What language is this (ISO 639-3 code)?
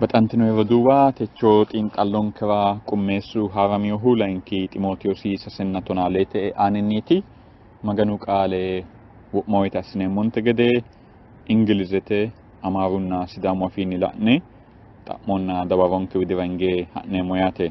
sid